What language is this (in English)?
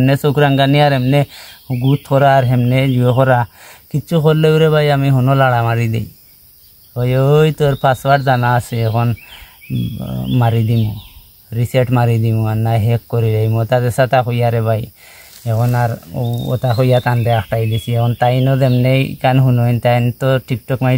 Sylheti